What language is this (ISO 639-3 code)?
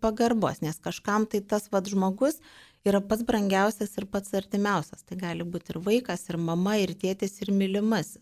lit